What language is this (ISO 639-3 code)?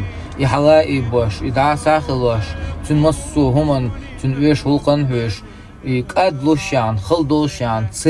che